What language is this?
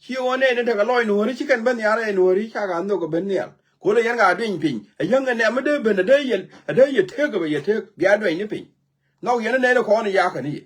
Nuer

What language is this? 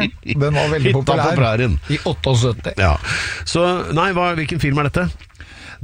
Norwegian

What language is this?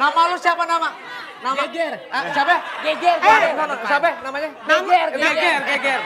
Betawi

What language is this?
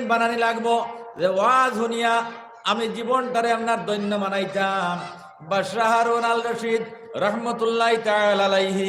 Sylheti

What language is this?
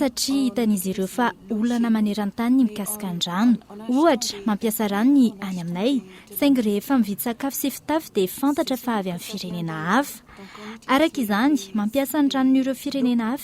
Malagasy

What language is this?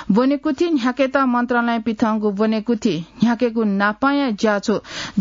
Newari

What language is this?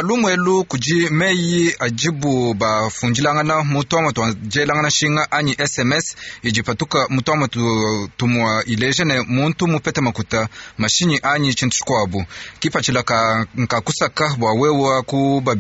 Luba-Lulua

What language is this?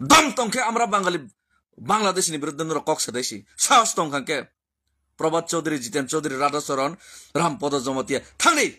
Kok Borok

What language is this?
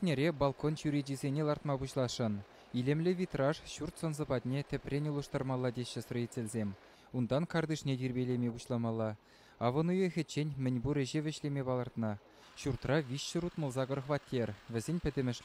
Chuvash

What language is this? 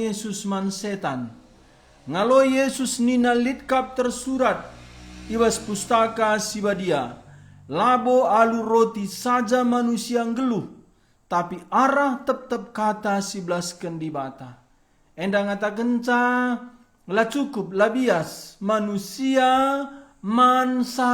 Batak Karo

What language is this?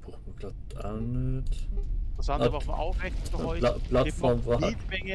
Swiss German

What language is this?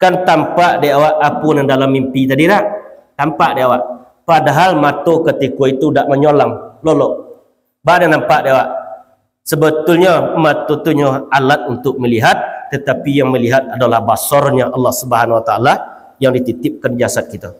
Minangkabau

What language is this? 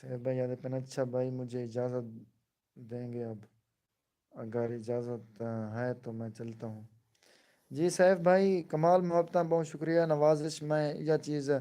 Saraiki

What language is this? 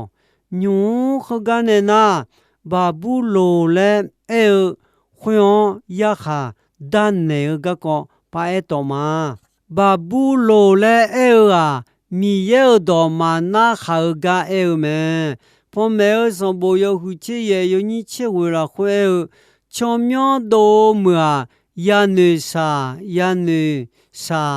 Akha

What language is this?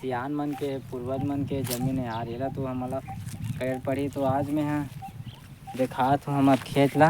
Chhattisgarhi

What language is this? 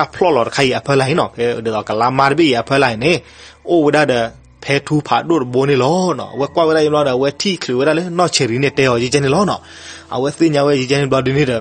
S'gaw Karen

